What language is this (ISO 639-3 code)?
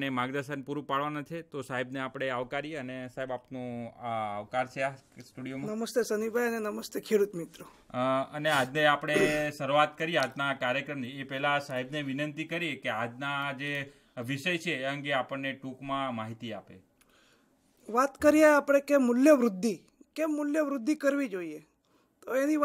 guj